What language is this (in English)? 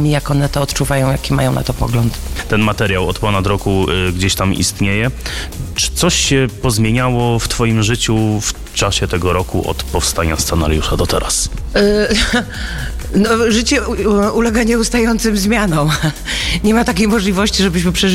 Polish